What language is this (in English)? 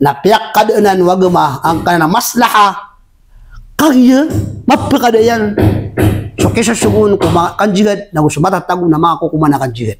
Maranao